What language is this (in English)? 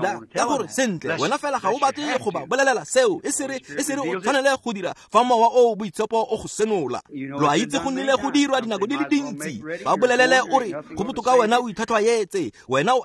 Tswana